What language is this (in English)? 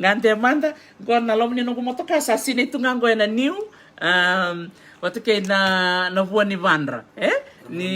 Fijian